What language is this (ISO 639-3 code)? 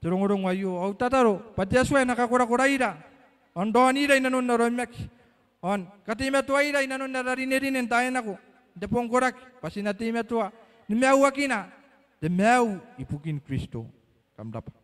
gil